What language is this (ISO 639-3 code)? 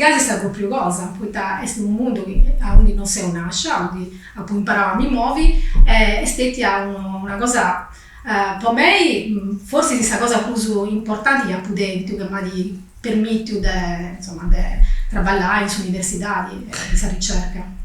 srd